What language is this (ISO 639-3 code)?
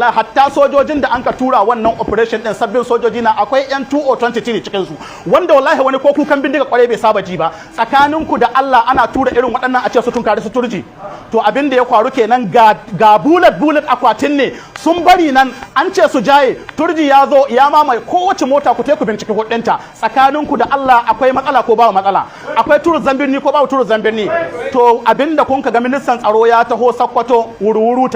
hau